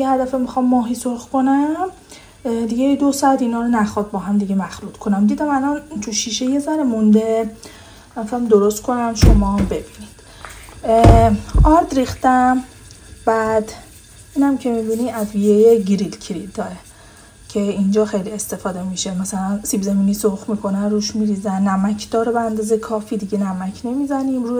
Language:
Persian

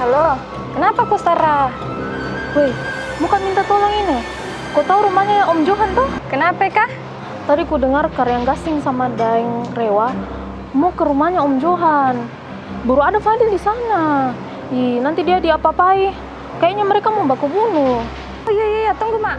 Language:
Makassar Malay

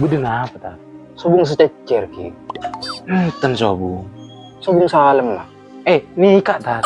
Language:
Madurese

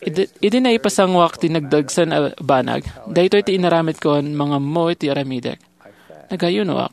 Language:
Iloko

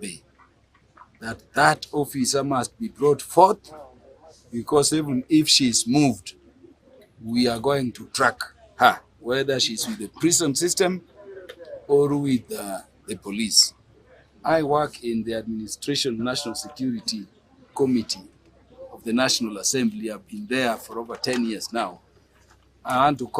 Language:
Gusii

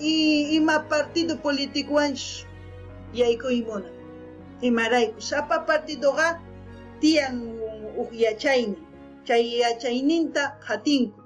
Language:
South Bolivian Quechua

